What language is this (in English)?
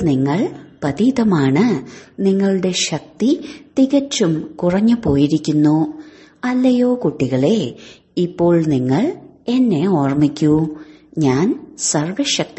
Malayalam